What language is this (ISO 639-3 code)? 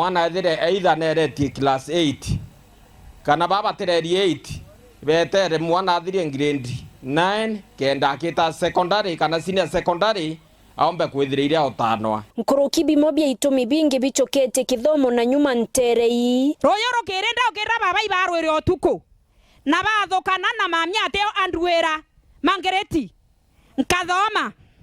mer